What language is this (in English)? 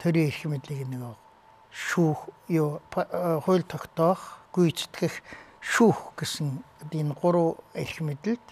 Mongolian